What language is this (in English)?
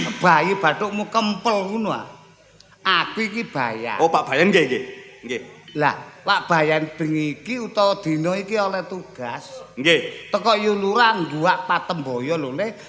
Javanese